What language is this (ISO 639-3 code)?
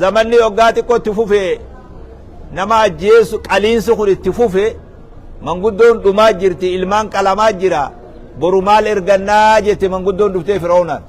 orm